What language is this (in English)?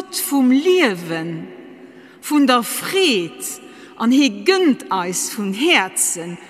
Luxembourgish